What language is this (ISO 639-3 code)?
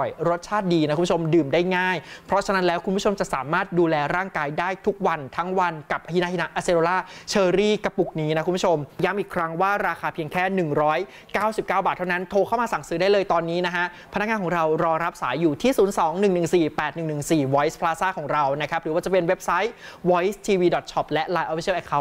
tha